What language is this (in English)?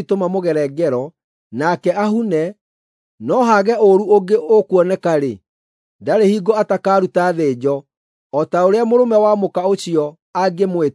Kikuyu